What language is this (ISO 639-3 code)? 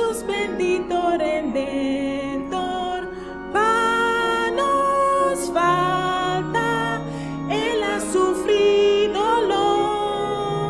pap